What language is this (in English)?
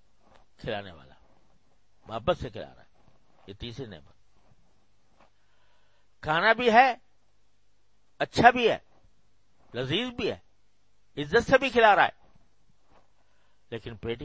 Urdu